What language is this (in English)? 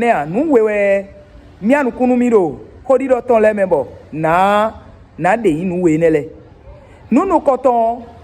Fon